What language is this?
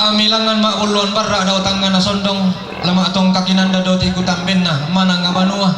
Toraja-Sa'dan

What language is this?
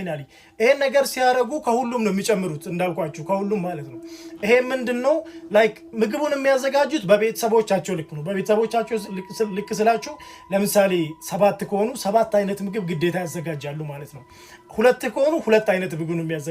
Amharic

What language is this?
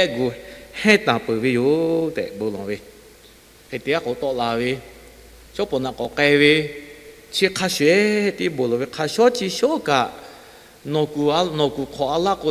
Lahu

